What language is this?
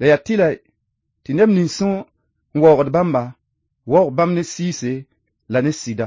Mossi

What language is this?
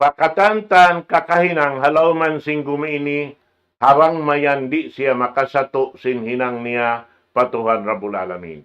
Tausug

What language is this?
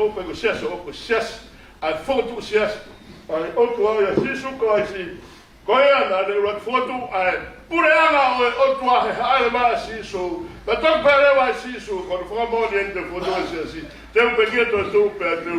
Tongan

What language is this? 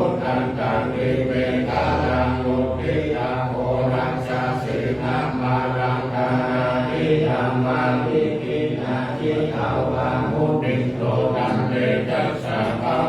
Pali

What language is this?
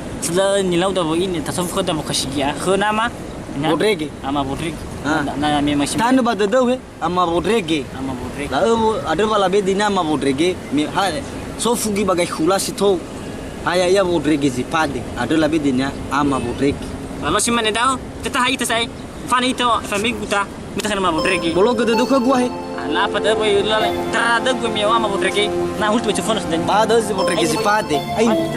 Nias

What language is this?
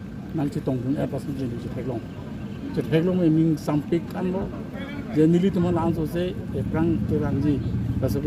Karbi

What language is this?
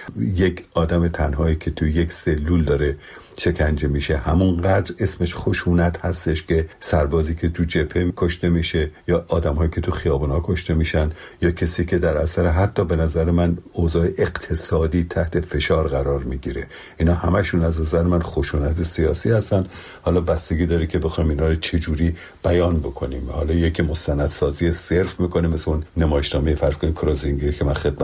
Persian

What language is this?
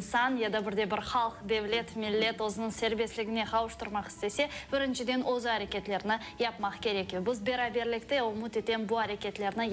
Crimean Tatar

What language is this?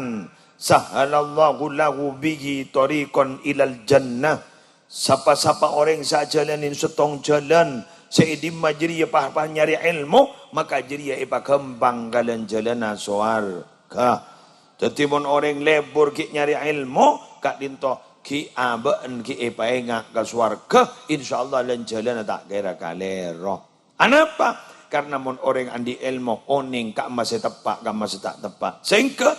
Madurese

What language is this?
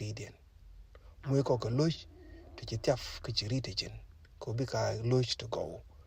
Nuer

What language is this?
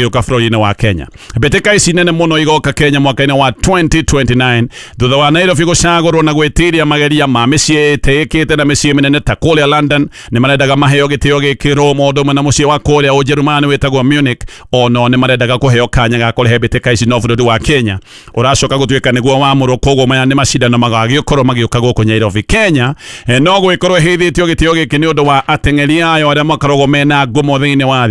Kikuyu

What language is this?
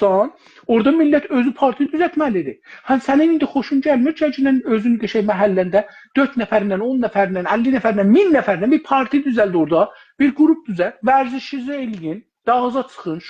South Azerbaijani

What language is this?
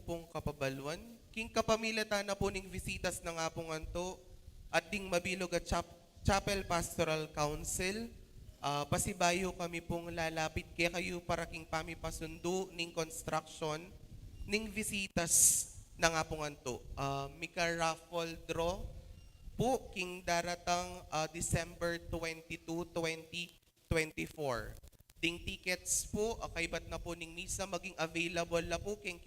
Pampanga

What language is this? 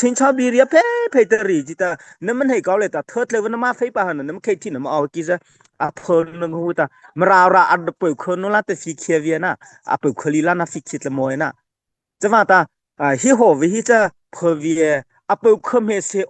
Mara Chin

